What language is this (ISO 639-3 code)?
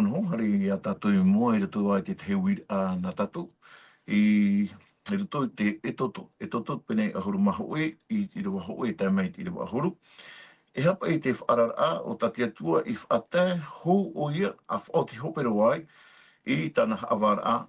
tah